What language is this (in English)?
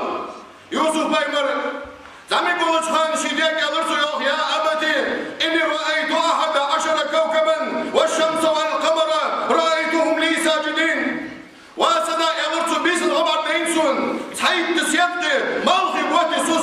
Ingush